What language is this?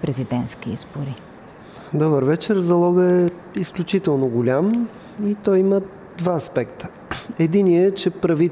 Bulgarian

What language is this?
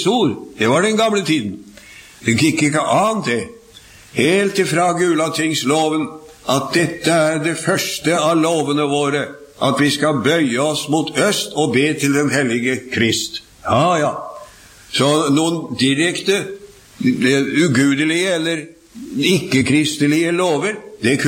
Norwegian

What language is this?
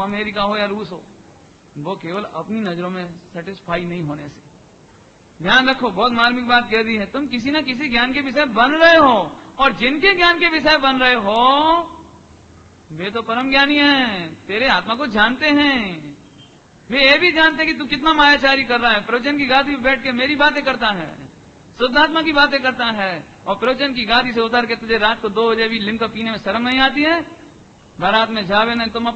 Hindi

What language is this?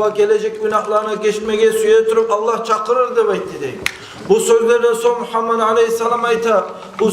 Kumyk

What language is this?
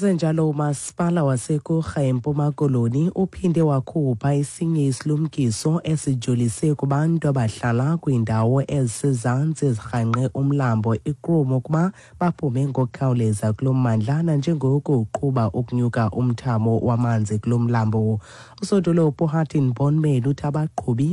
Xhosa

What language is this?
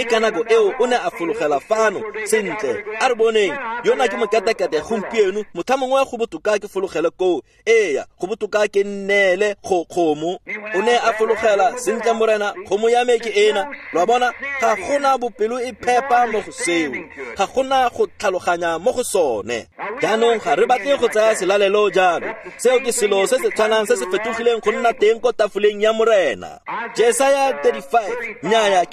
Tswana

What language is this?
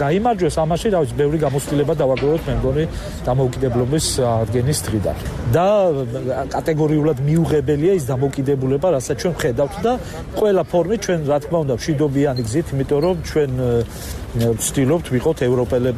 Georgian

